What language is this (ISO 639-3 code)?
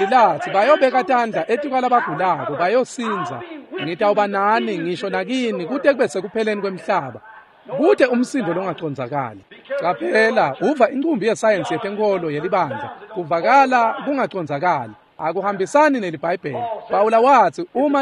ssw